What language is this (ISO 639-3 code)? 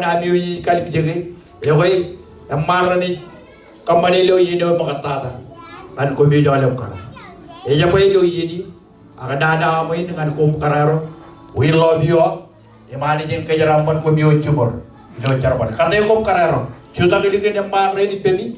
mah